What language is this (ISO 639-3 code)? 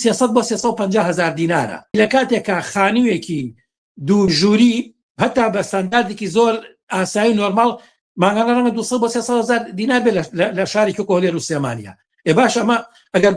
ckb